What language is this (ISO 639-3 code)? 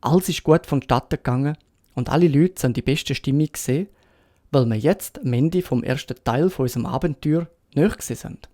gsw